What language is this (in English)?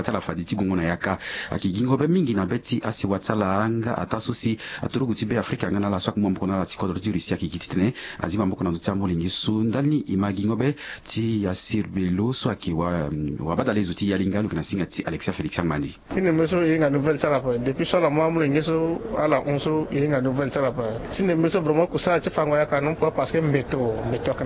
Sango